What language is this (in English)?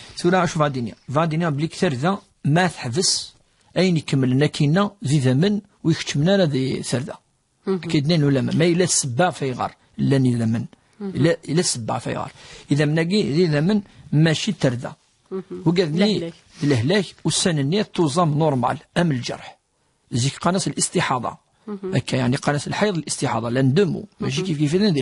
Kabyle